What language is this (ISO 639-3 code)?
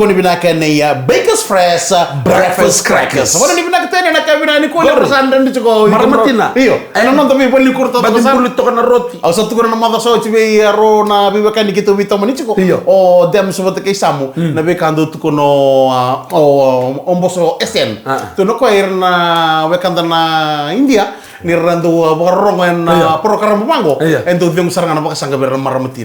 fij